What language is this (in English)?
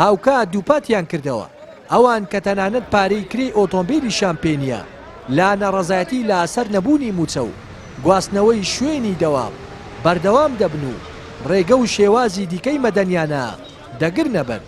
Central Kurdish